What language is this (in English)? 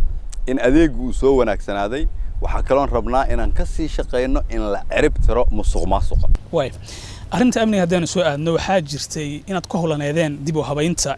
Somali